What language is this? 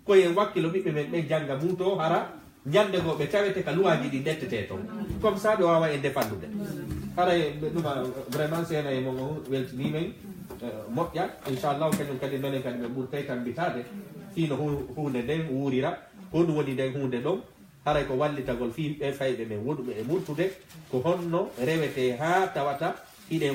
Fula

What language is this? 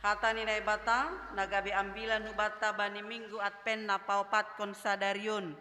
Batak Simalungun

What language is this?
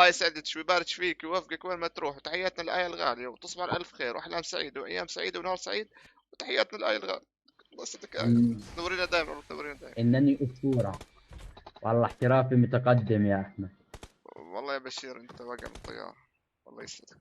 North Levantine Arabic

